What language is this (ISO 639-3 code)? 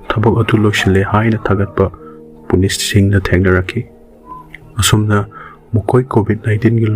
mni